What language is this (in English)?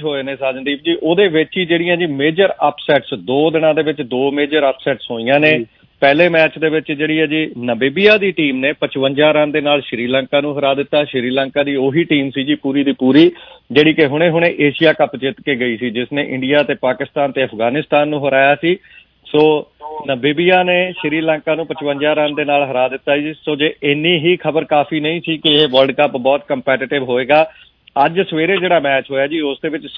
Punjabi